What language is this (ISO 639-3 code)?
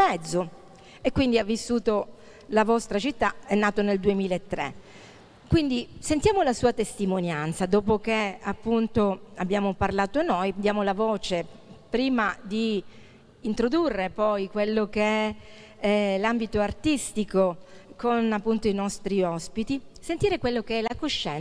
ita